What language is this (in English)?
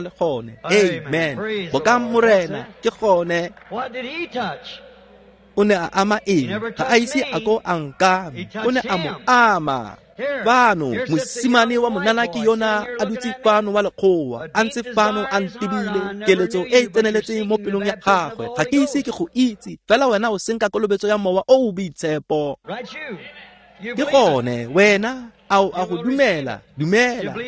Tswana